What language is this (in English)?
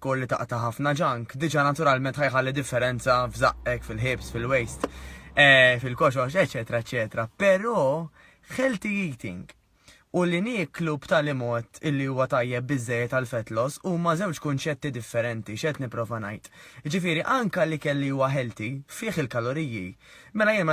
Maltese